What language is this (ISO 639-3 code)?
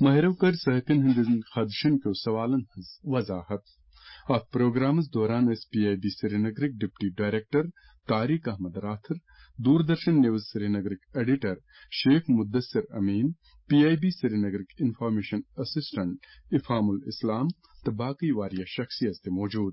kas